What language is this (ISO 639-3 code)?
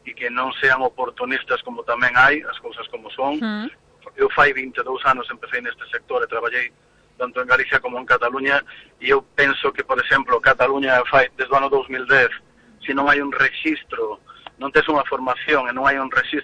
glg